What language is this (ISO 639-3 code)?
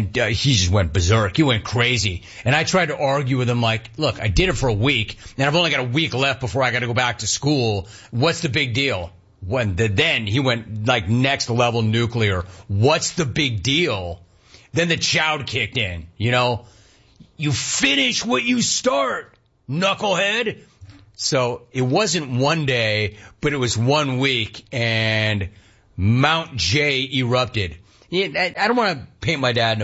eng